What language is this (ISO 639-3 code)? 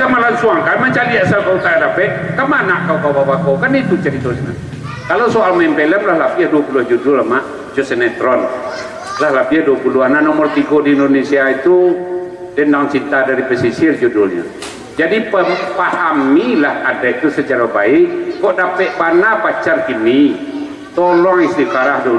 min